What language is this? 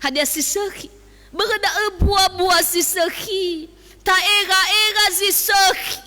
Nias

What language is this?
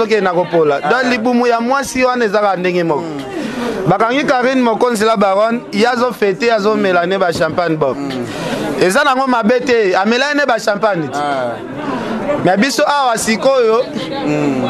Lingala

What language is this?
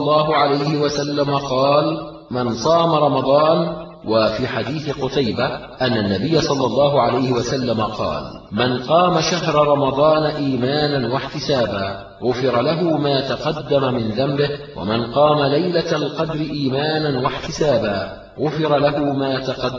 Arabic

